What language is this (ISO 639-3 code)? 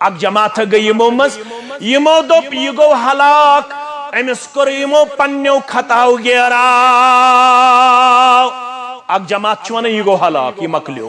kas